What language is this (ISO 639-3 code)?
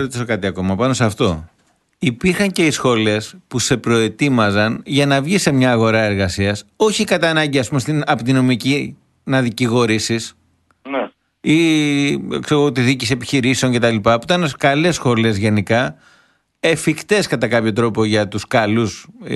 ell